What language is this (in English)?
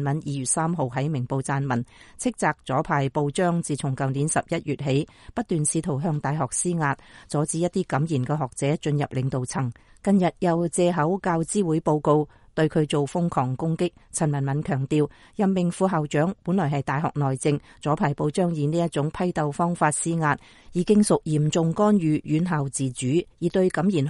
Cantonese